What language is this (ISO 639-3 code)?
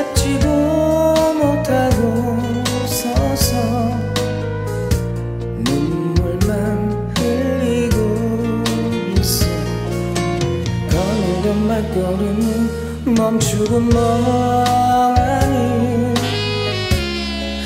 kor